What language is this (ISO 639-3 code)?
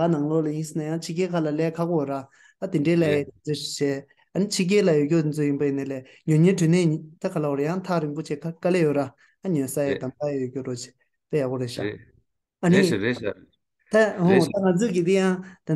bod